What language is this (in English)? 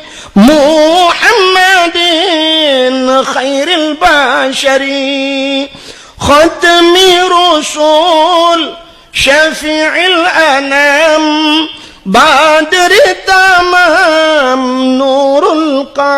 Achinese